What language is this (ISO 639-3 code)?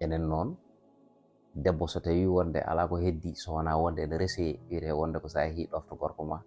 ful